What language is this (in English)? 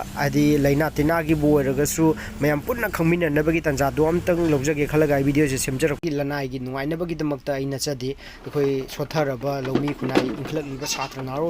Manipuri